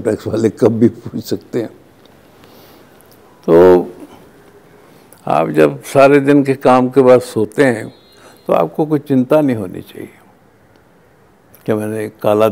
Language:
Hindi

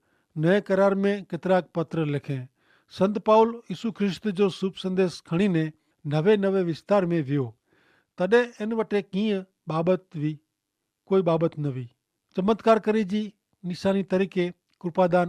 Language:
Kachhi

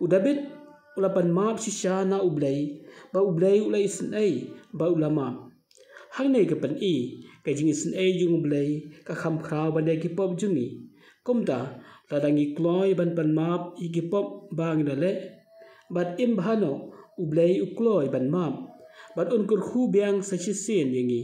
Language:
Khasi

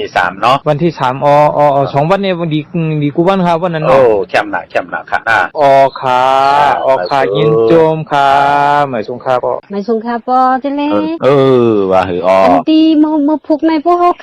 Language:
Shan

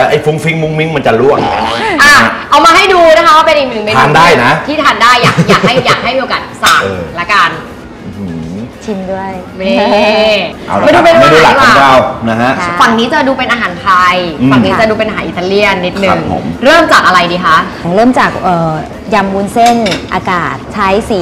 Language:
Thai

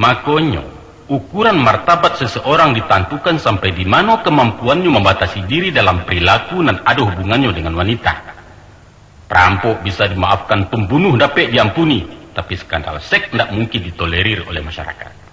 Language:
Minangkabau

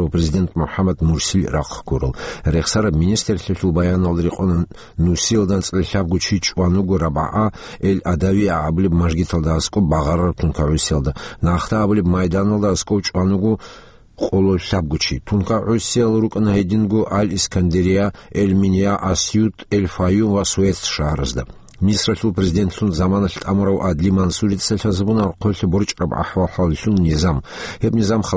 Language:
Avaric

